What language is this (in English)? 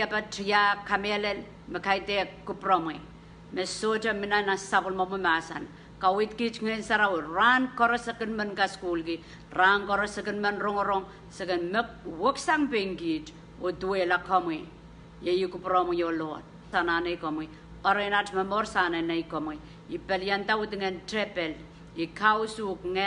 Pohnpeian